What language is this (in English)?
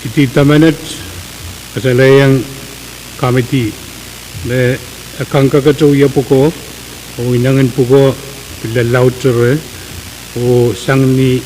Pohnpeian